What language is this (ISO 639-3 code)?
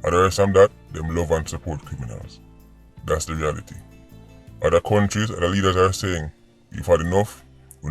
jam